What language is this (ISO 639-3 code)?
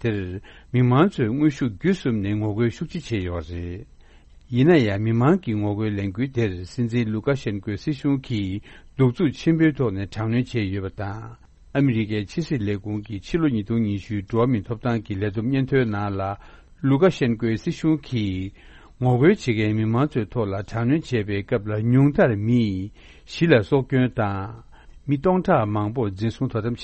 bod